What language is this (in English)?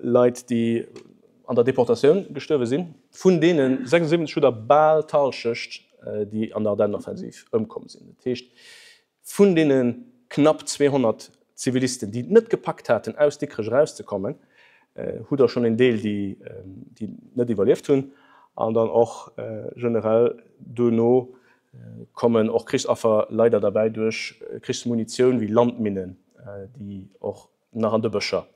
Luxembourgish